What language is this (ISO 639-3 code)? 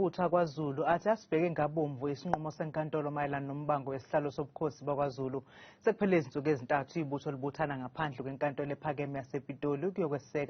zul